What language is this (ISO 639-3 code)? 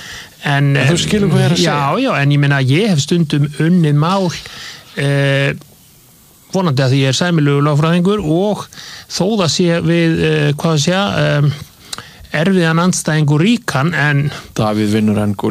isl